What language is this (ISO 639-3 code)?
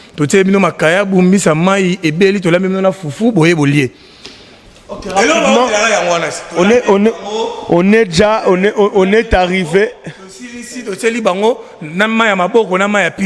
lin